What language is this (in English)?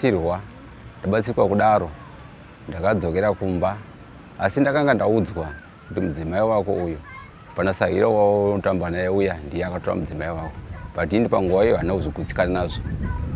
Shona